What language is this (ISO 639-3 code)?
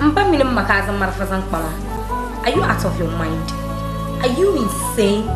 dag